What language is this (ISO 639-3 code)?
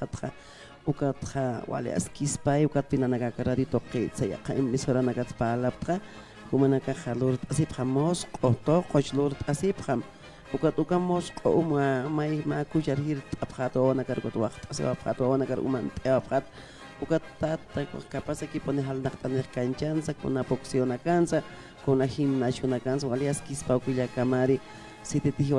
aym